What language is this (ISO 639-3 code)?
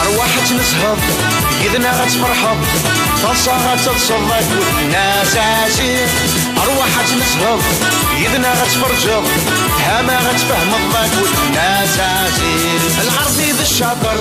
kab